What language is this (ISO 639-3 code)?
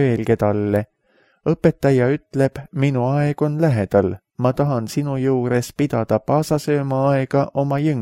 est